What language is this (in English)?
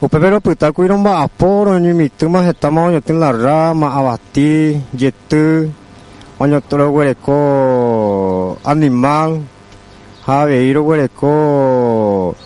Guarani